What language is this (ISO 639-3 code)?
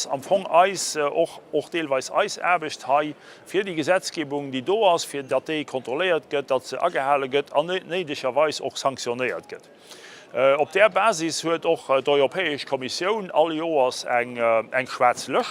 ltz